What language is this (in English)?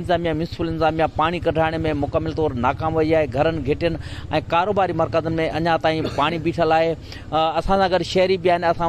Sindhi